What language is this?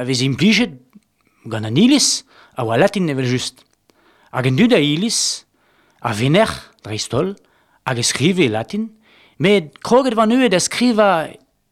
Breton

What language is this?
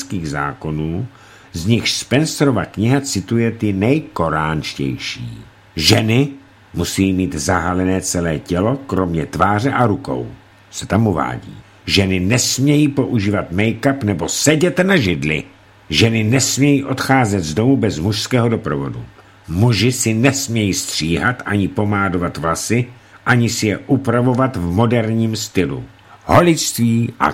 Czech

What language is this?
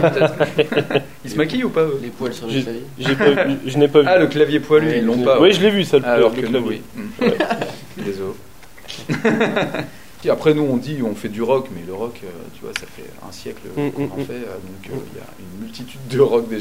French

